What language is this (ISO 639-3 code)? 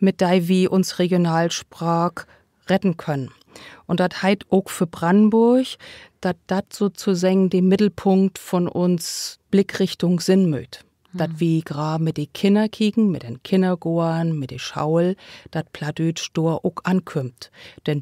nds